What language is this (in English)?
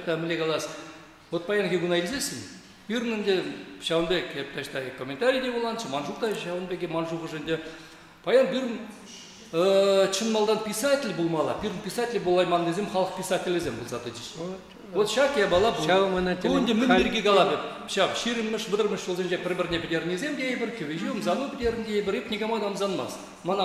Chuvash